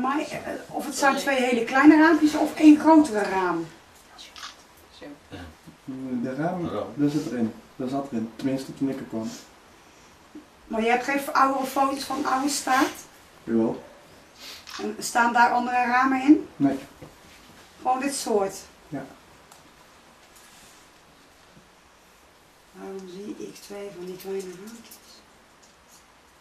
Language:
Dutch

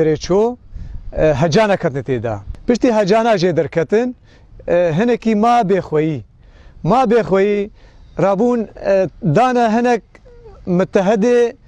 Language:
Kurdish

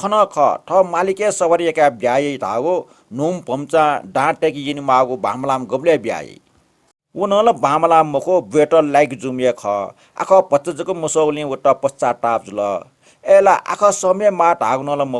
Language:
Newari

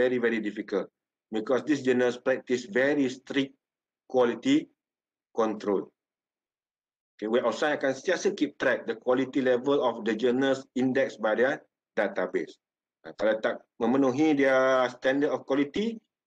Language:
Malay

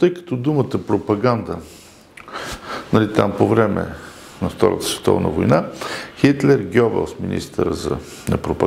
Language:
Bulgarian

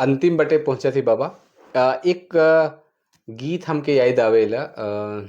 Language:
Sadri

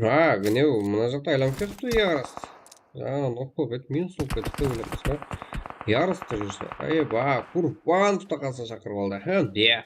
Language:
Kara-Kalpak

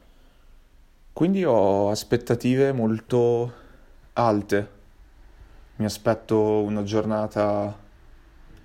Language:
Italian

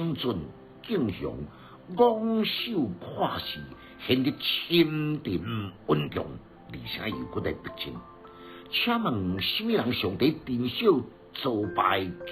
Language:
Min Nan Chinese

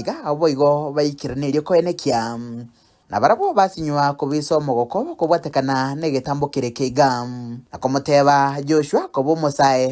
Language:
Gusii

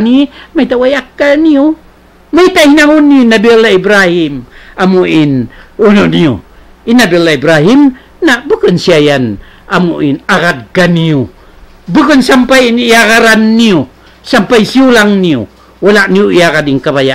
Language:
Tausug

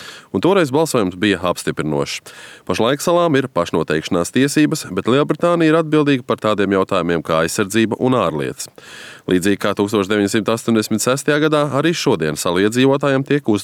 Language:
Latvian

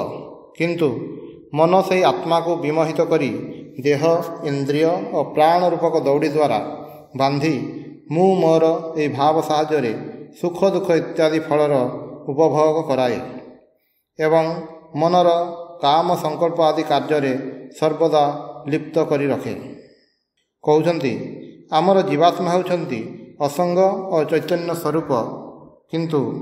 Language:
Odia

